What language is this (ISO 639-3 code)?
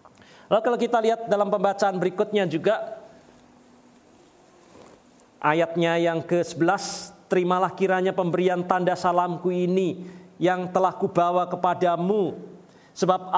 ind